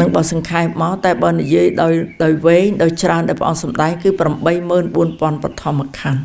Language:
Khmer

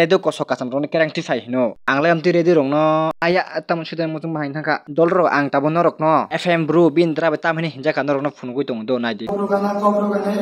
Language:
Kok Borok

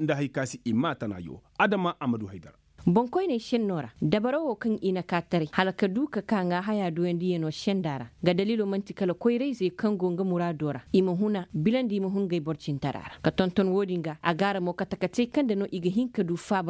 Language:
Koyraboro Senni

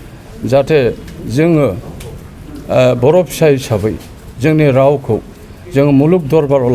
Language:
Bodo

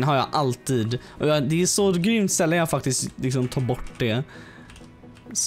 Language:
Swedish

